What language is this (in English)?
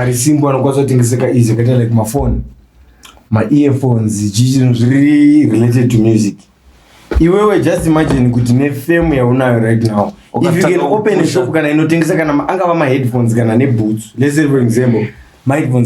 Shona